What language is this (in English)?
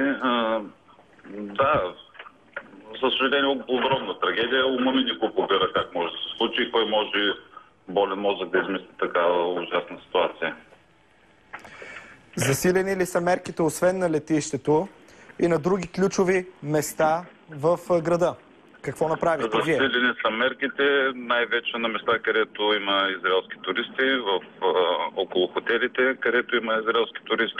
Bulgarian